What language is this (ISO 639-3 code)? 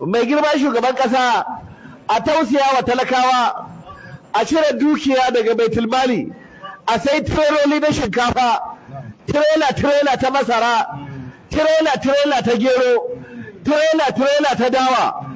hau